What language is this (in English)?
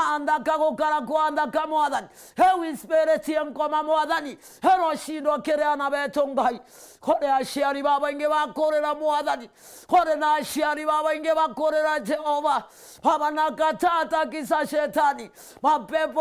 Meru